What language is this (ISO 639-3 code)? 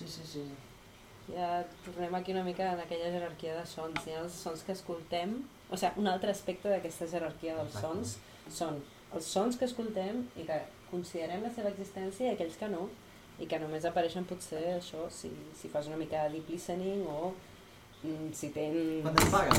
cat